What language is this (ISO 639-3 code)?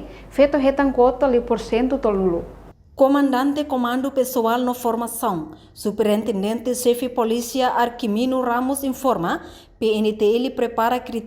tet